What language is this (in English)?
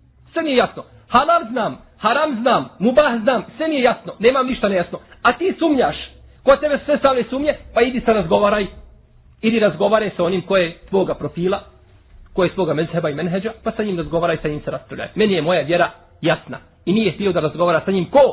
Bosnian